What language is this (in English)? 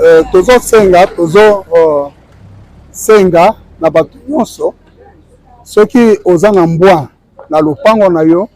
Lingala